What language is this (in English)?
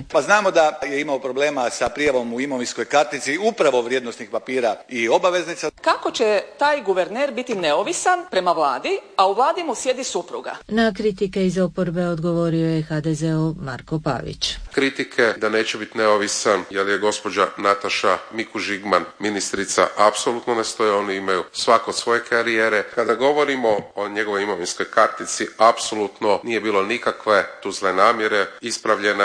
Croatian